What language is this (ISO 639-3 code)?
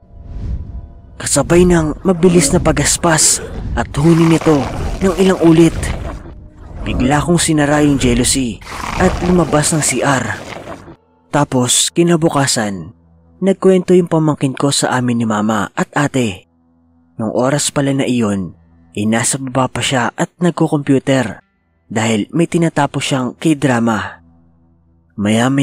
fil